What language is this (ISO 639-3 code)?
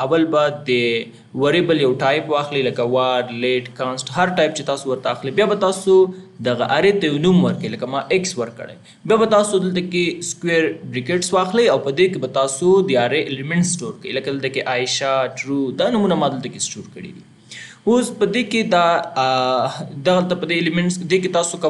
pus